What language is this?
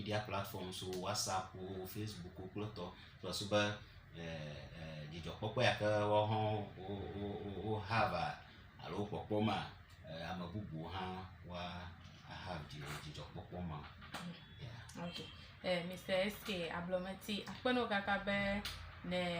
Ewe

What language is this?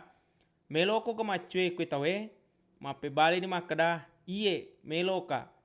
Buginese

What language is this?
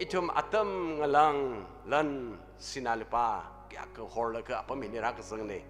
Tangkhul Naga (India)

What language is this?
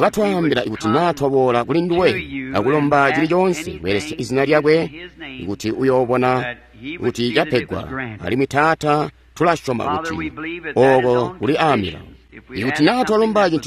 Tonga (Zambia)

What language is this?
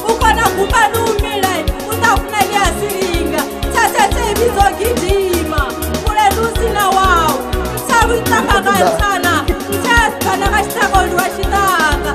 Venda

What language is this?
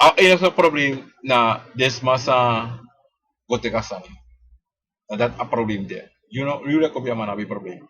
Sranan Tongo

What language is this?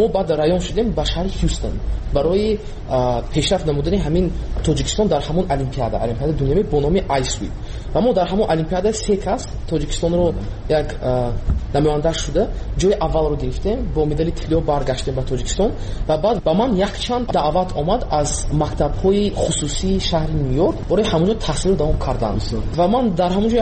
Tajik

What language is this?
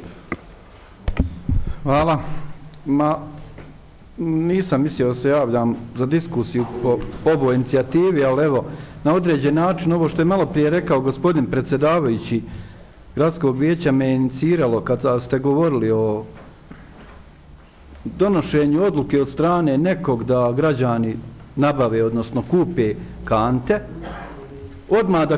Bosnian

